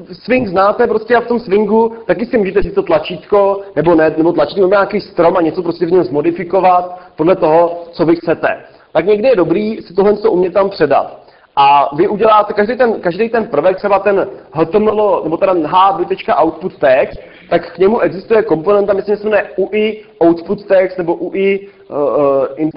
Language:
Czech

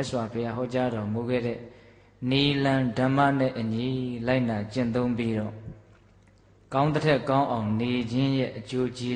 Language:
Burmese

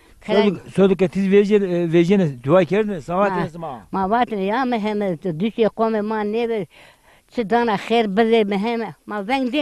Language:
Zaza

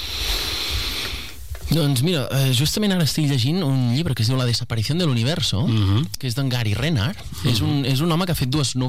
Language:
Catalan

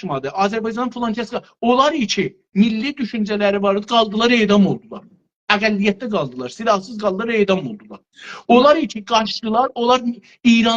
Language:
South Azerbaijani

